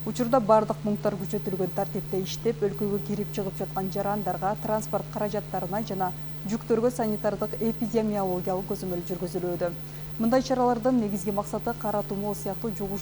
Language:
Kyrgyz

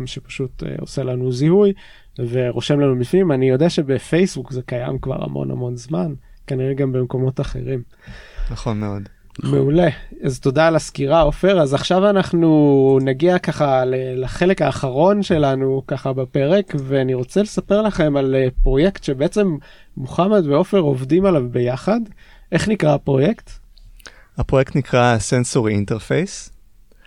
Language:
Hebrew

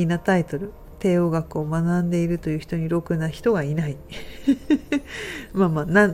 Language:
Japanese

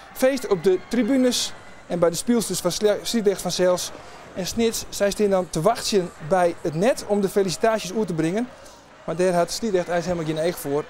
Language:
Western Frisian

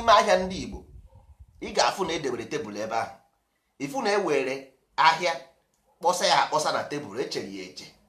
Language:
Igbo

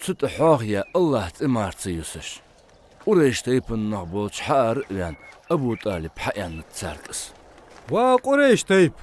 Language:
Ingush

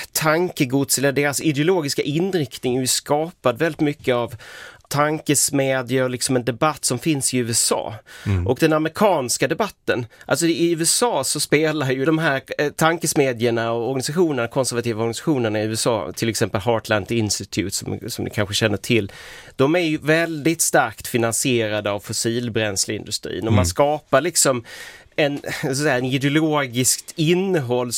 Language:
Swedish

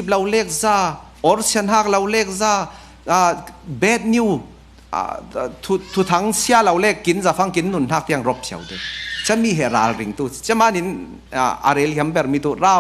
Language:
Falam Chin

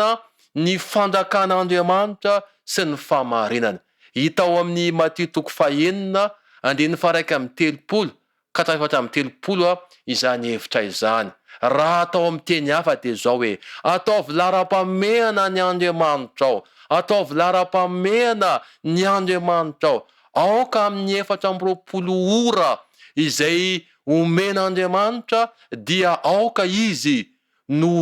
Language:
Malagasy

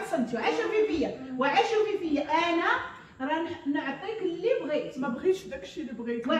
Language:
Moroccan Arabic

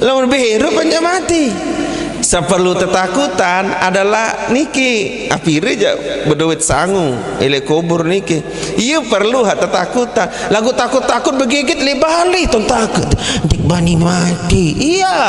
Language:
Sasak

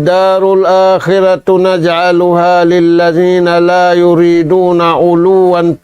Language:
Tausug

